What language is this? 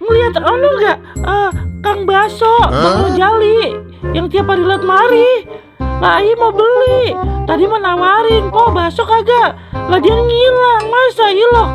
Betawi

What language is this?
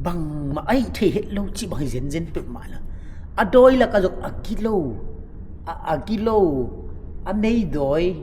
Tedim Chin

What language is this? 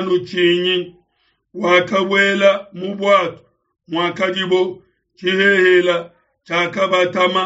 Luba-Lulua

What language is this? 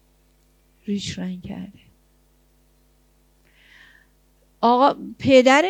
Persian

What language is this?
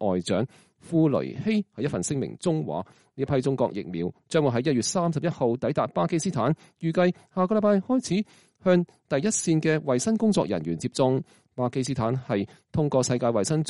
Cantonese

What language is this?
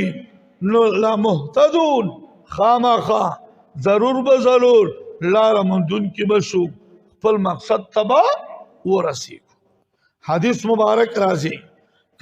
Pashto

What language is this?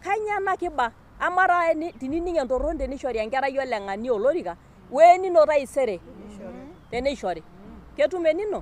Masai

